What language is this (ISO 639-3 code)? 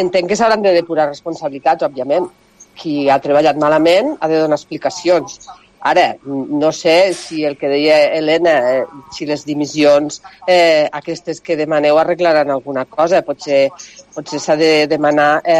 cat